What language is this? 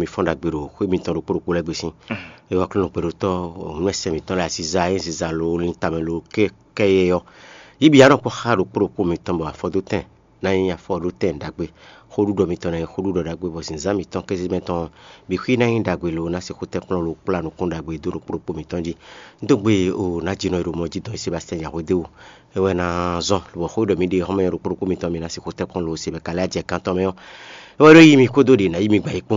Fon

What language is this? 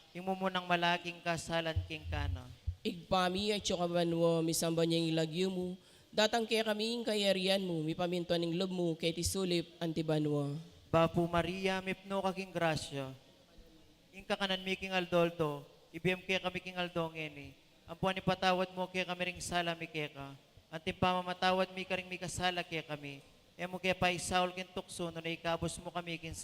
Pampanga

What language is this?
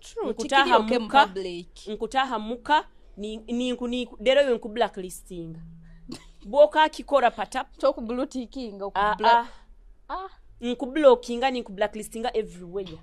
Nyoro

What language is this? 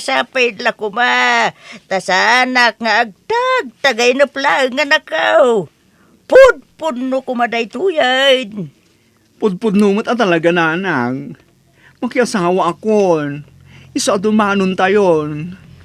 Iloko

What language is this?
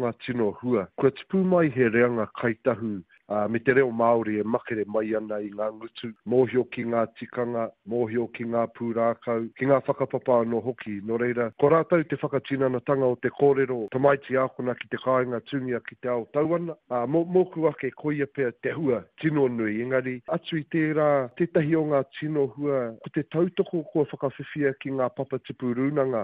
Māori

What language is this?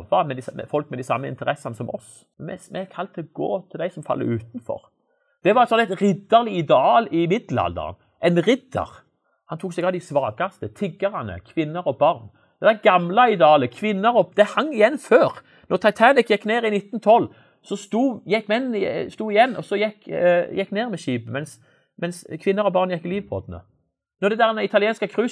Norwegian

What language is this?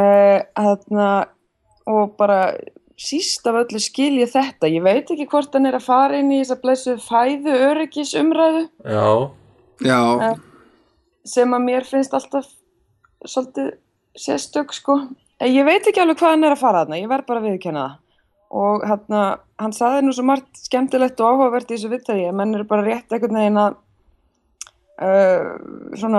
Icelandic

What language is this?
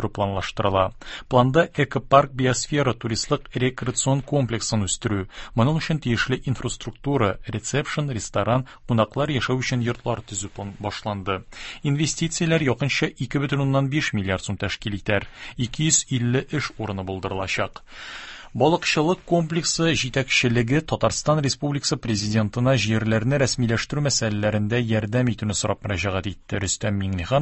Tatar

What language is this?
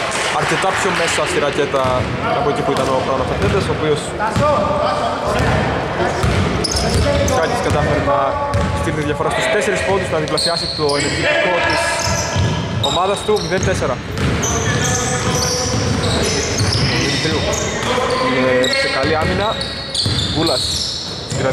Greek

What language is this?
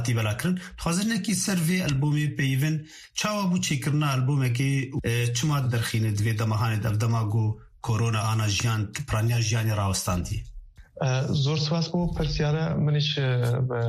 Kurdish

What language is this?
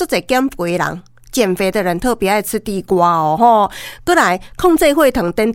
Min Nan Chinese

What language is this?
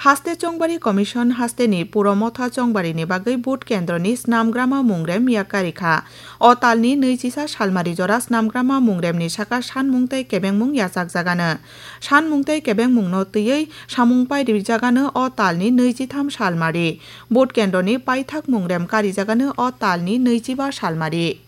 Kok Borok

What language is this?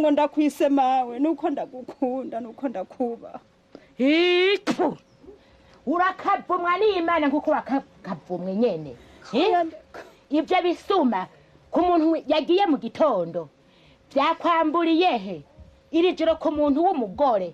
Rundi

